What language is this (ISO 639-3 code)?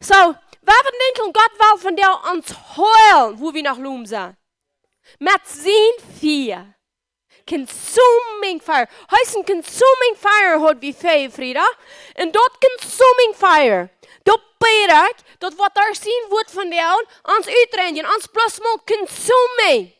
pdt